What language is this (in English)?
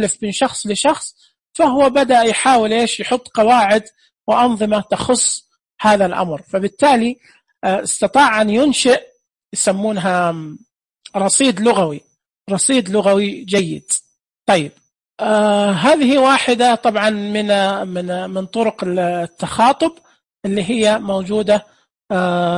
Najdi Arabic